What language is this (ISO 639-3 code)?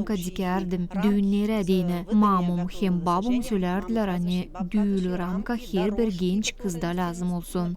gag